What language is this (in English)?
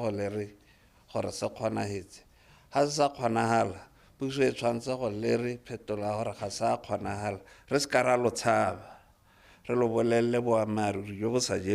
Tswana